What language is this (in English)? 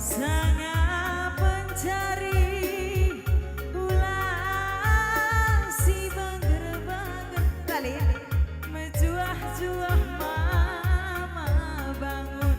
Batak Karo